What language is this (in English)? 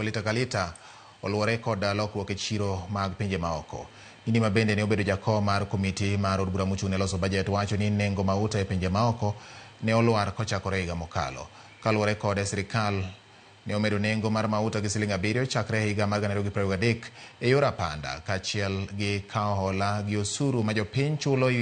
Luo (Kenya and Tanzania)